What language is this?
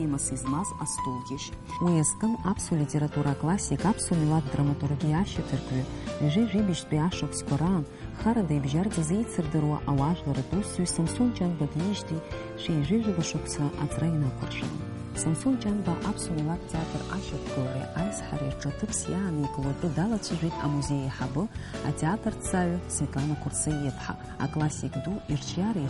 Abkhazian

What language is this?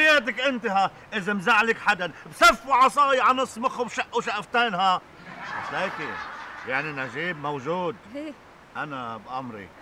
North Levantine Arabic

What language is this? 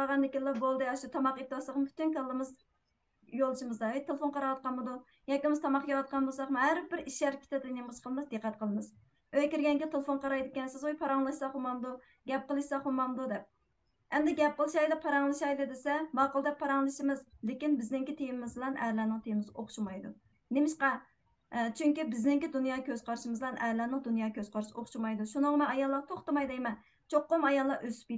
Uyghur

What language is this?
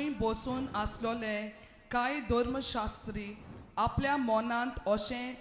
Konkani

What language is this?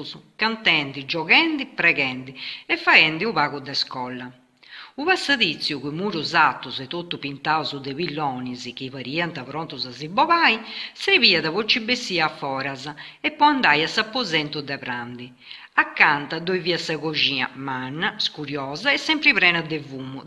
Sardinian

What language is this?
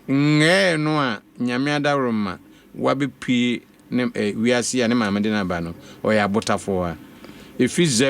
Akan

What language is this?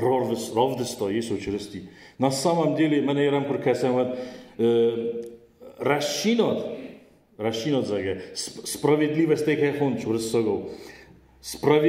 Ossetic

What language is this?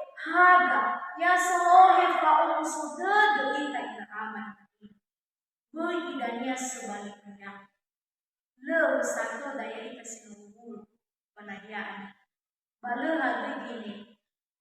Nias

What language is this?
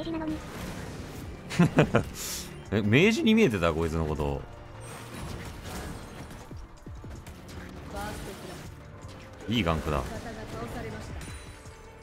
Japanese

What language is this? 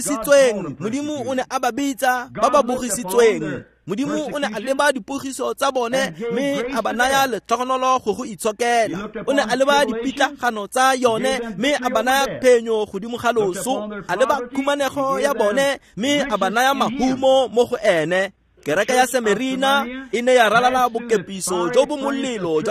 Tswana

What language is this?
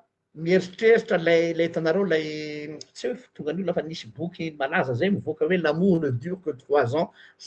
Malagasy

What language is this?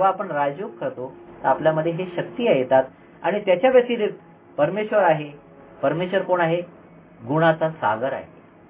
Marathi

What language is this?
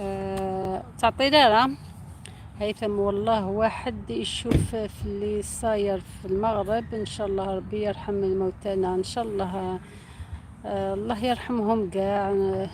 Algerian Arabic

